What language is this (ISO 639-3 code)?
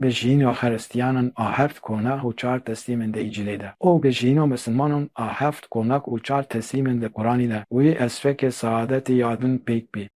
kur